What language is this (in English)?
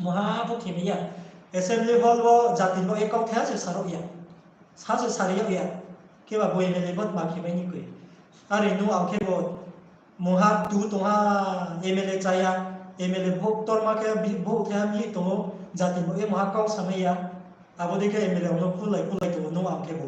Riang (India)